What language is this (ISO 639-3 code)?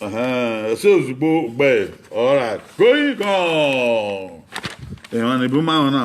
bin